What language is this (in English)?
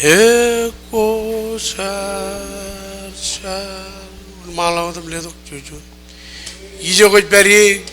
Marshallese